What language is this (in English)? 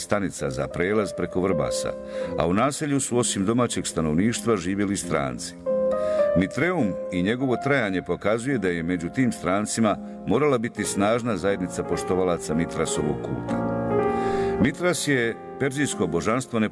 Bosnian